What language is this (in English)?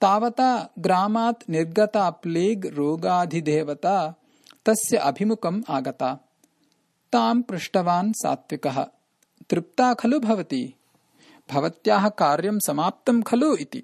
Sanskrit